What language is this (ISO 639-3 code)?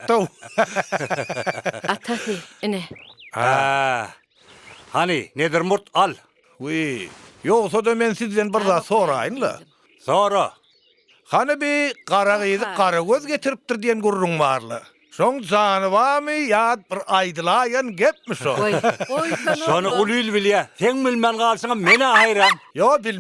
tuk